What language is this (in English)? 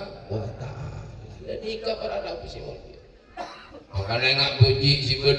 Madurese